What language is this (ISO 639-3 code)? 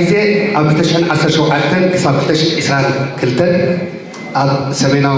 tir